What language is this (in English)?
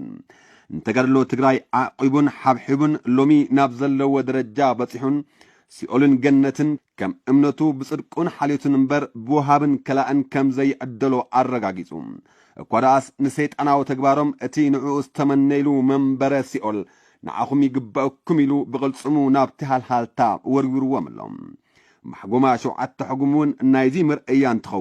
Tigrinya